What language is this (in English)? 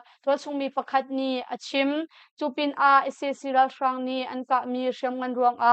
Hakha Chin